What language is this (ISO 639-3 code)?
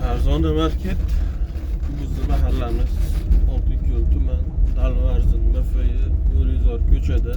uzb